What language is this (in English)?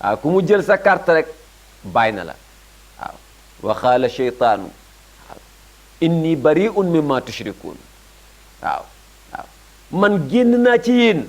Wolof